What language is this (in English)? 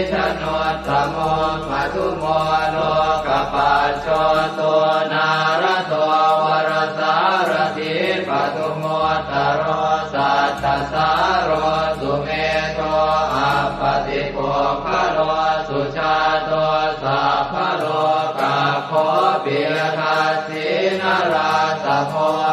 Pali